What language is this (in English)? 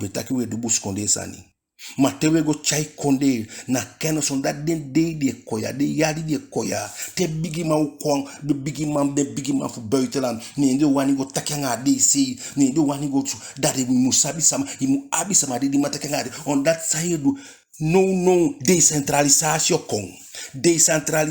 Eastern Maroon Creole